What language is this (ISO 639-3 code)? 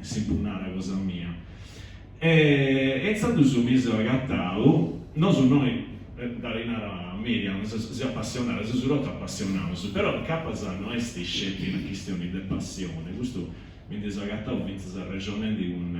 srd